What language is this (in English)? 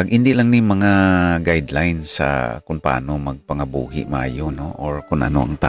Hiligaynon